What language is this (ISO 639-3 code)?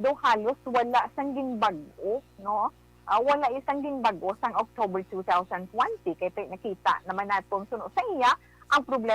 hil